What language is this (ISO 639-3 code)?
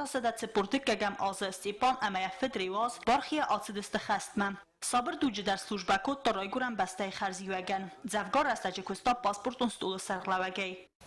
oss